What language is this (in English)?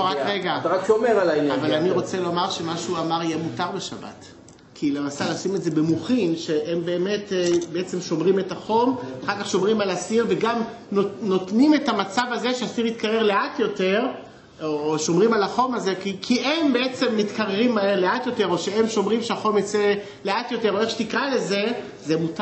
Hebrew